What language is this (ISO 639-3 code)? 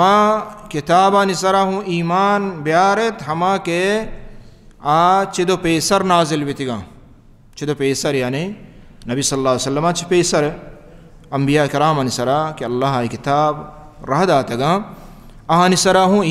bal